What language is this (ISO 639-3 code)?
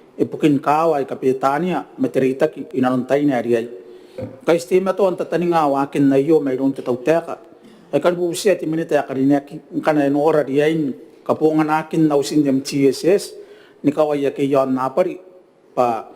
gil